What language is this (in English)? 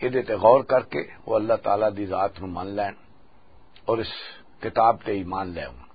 Western Panjabi